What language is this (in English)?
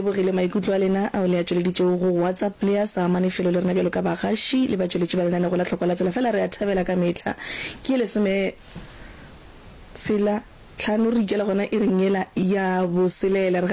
Northern Sotho